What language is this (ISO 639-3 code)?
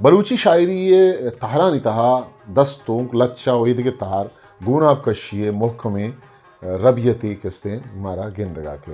bgp